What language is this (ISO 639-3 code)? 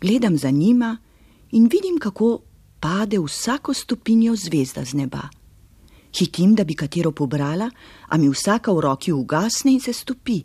slv